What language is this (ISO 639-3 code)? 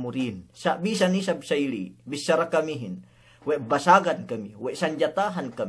yka